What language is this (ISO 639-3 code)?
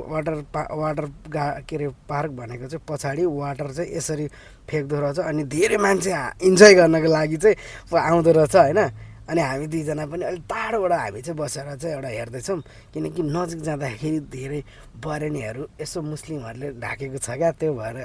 nep